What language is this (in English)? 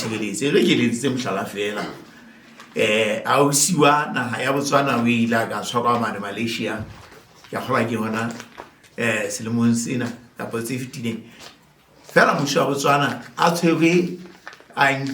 Southern Sotho